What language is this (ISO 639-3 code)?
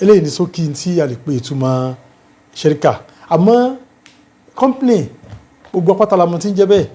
yor